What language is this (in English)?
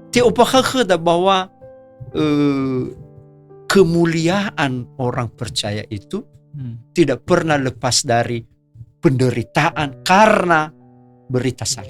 Nias